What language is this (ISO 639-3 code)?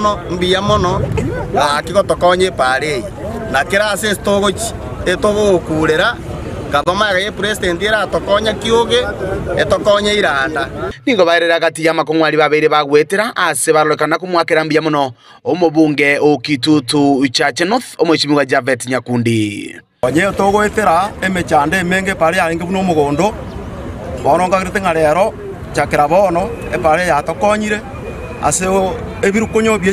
guz